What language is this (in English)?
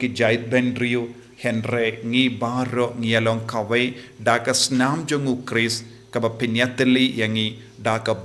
Khasi